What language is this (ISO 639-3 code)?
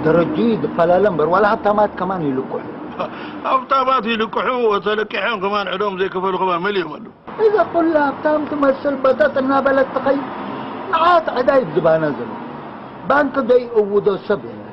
tir